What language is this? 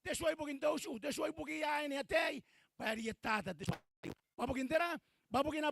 Gilbertese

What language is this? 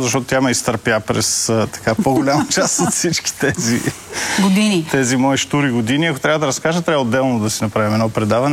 Bulgarian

